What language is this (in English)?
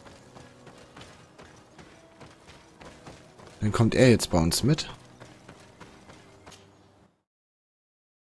German